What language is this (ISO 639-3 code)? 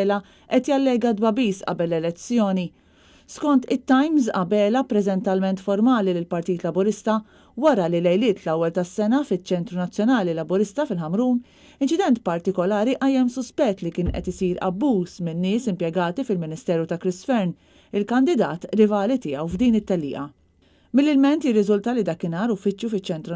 mlt